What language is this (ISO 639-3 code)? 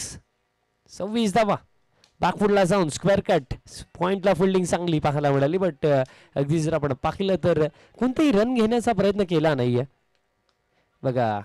mar